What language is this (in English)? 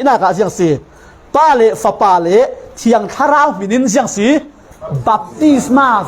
Falam Chin